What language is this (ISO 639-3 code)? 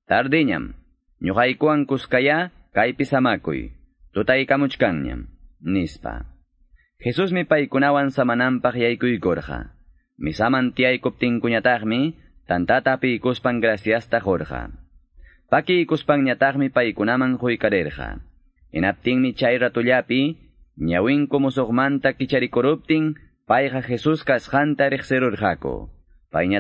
que